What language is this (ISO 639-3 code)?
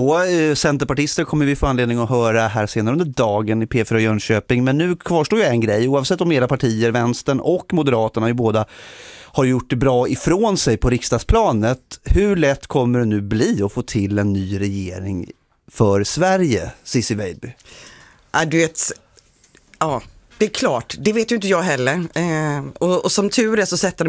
swe